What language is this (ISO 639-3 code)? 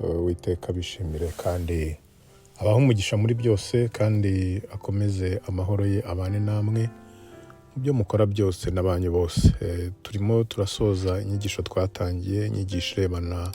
kin